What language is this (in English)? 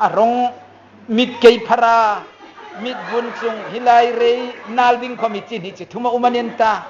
Hmar